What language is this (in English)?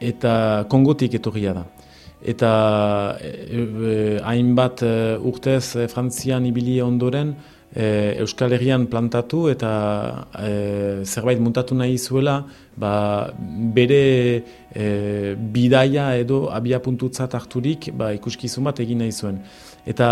Basque